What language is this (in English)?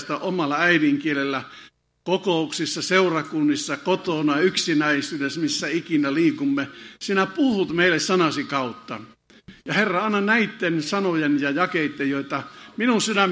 Finnish